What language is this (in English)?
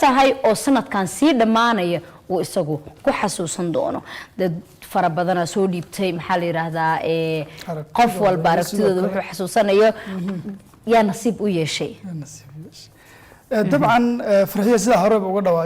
Somali